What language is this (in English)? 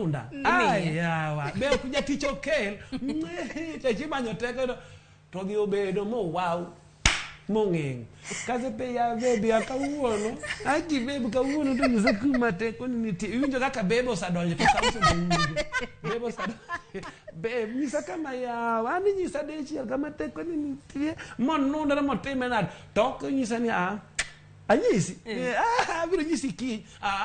Luo (Kenya and Tanzania)